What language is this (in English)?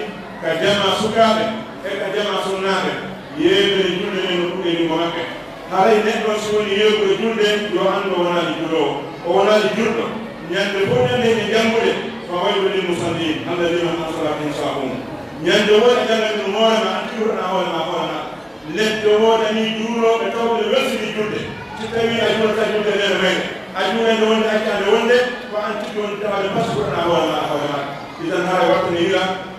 Pular